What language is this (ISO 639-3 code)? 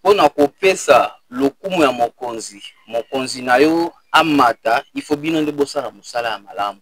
lin